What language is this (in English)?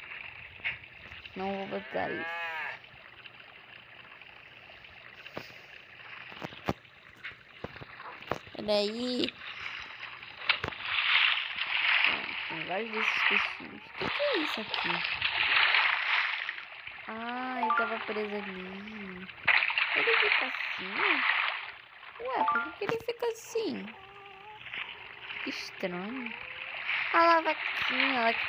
Portuguese